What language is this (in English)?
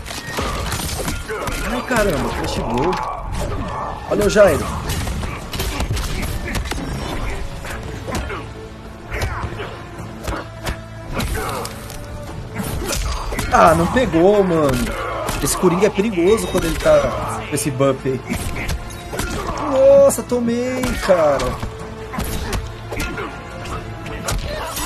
Portuguese